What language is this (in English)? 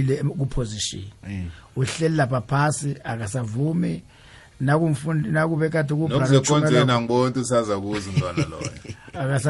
South Ndebele